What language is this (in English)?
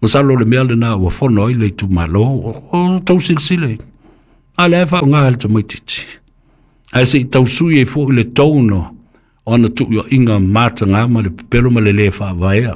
Samoan